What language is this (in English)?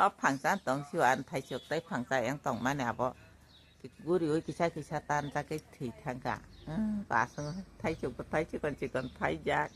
Kok Borok